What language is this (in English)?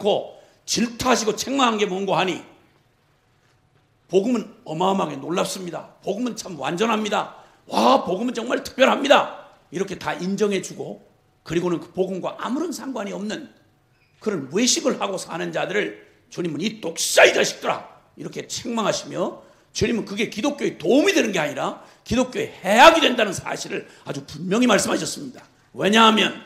Korean